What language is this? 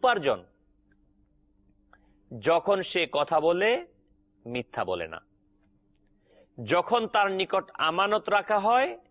Bangla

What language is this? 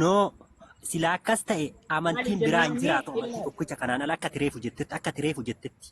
Oromo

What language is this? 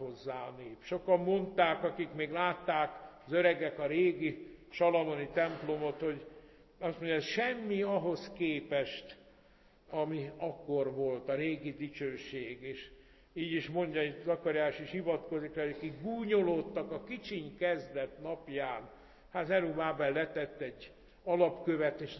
Hungarian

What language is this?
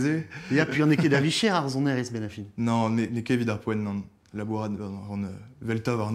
Breton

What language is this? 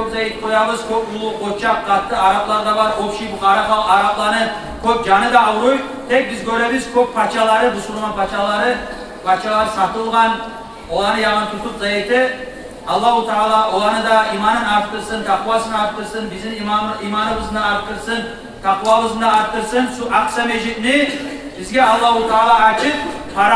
Kumyk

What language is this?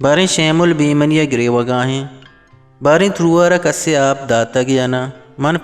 Eastern Balochi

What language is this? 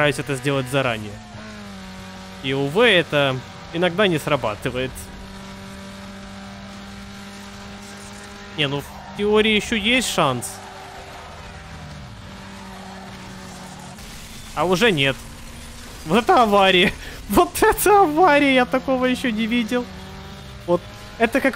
Russian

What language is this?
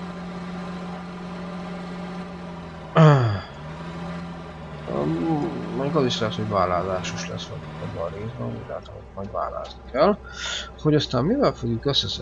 Hungarian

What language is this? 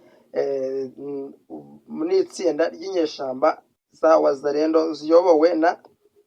Kinyarwanda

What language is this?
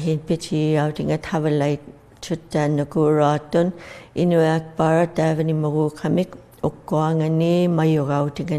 Inuktitut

